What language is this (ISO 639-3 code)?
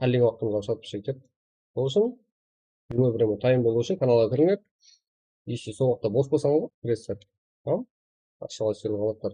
kaa